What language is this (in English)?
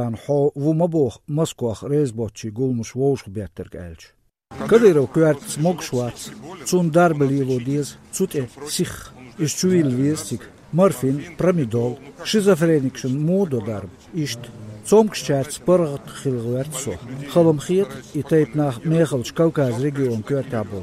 Chechen